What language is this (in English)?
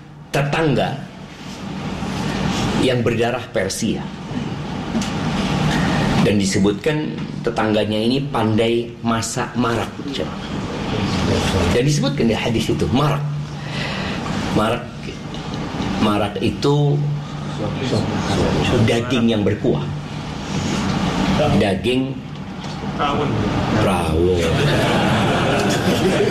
Indonesian